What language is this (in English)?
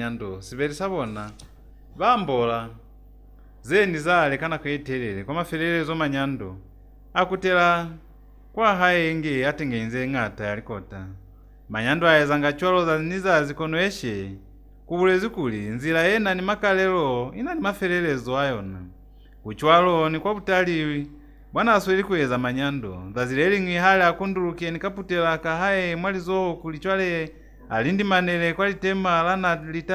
Lozi